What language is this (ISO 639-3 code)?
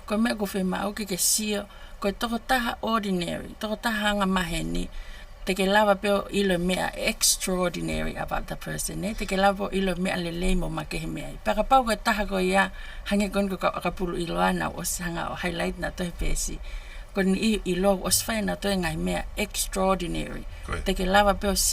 ton